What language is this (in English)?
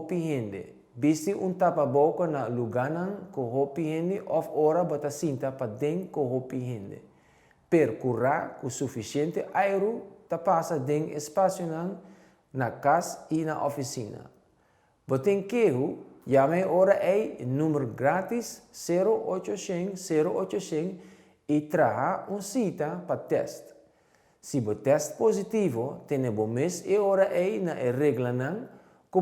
Papiamento